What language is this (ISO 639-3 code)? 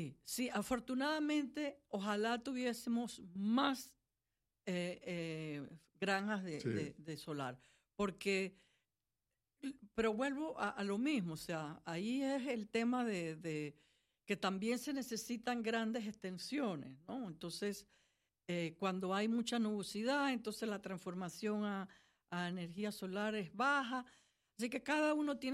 spa